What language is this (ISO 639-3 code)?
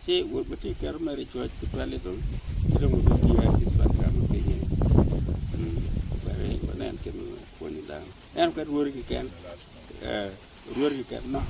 ach